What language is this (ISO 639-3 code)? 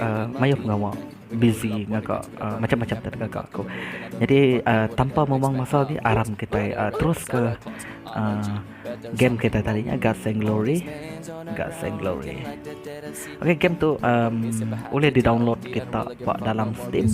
iba